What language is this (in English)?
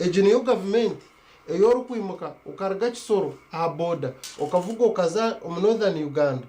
Nyankole